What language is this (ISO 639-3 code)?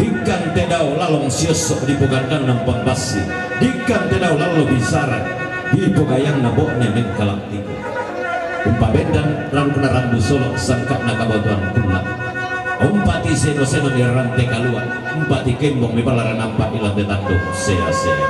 sda